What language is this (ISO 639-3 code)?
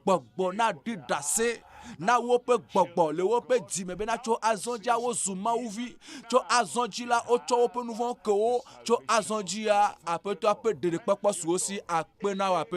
ewe